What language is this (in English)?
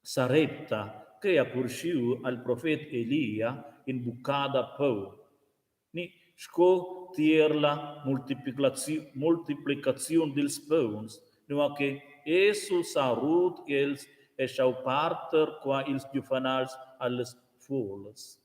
Romansh